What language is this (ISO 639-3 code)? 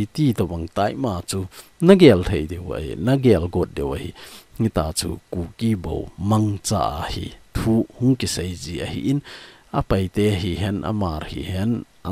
tcz